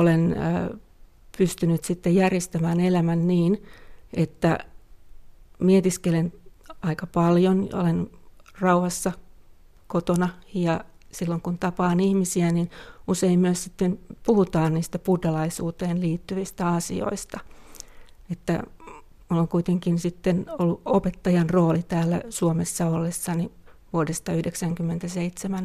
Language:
Finnish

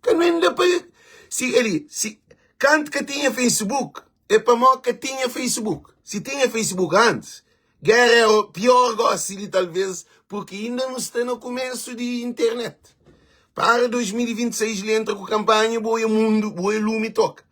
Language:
Kabuverdianu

